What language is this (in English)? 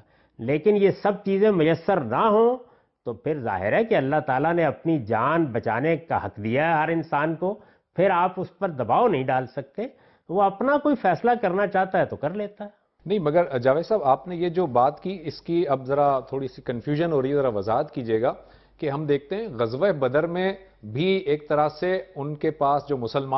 Urdu